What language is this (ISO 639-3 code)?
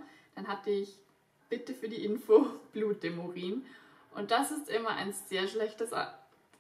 deu